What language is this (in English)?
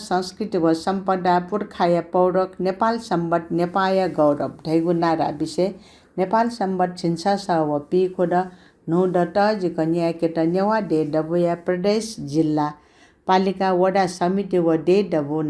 Newari